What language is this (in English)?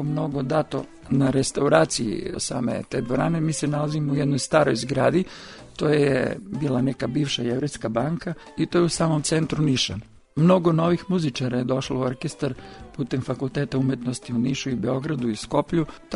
Serbian